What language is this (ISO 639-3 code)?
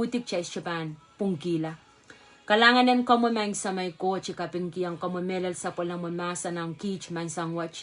pon